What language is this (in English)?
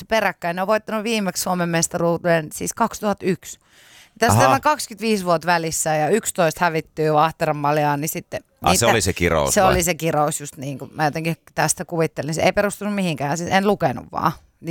Finnish